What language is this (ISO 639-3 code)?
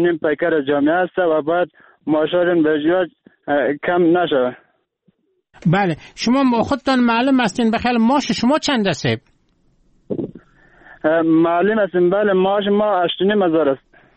fas